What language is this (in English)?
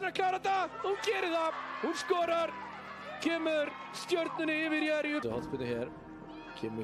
Icelandic